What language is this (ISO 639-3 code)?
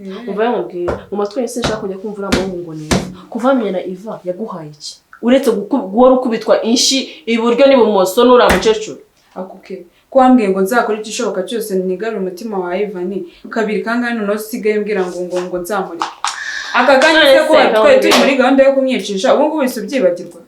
kin